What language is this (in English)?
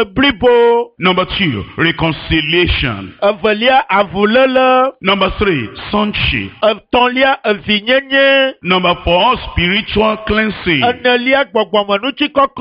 Ewe